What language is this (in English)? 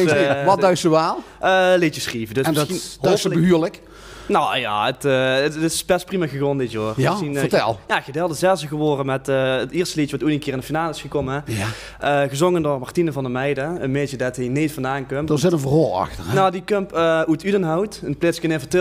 Limburgish